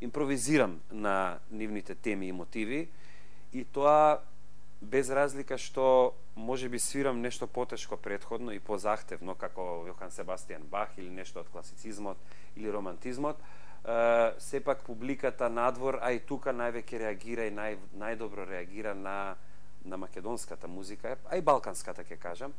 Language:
Macedonian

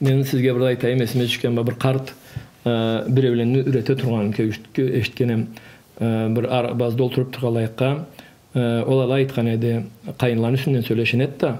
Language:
Karachay-Balkar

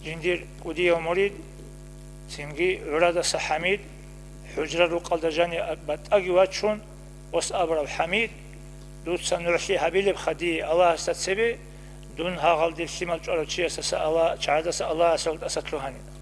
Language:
Avaric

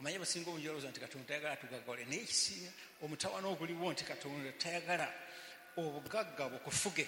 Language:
Ganda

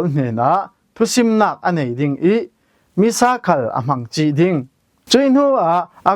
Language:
Falam Chin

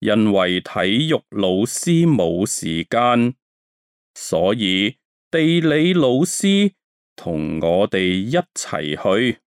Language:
Cantonese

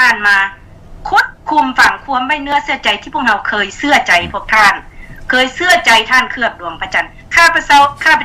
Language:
Lao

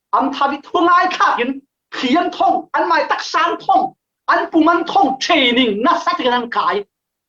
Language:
Falam Chin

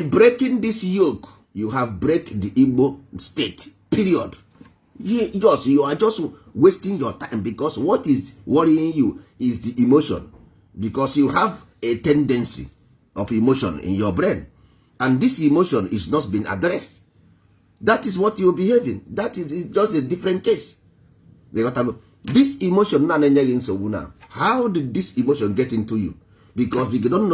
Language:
Igbo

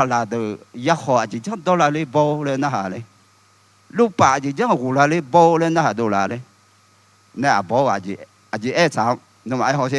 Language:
Akha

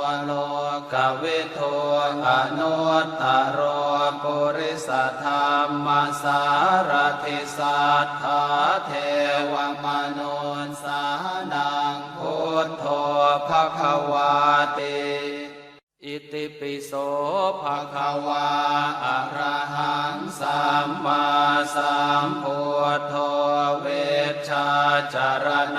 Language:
Pali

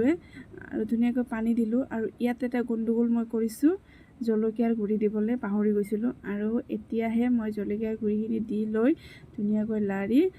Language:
Assamese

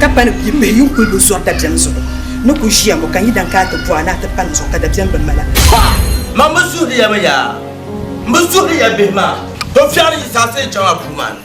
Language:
Dagbani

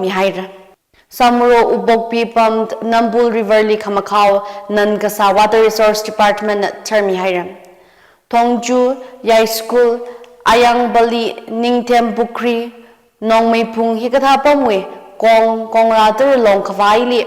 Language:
Tangkhul Naga (India)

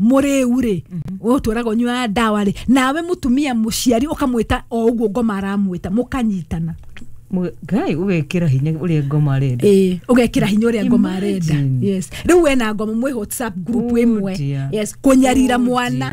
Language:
Kikuyu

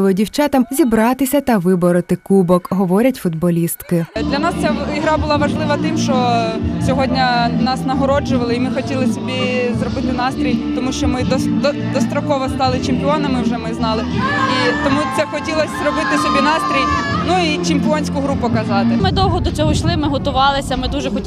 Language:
Ukrainian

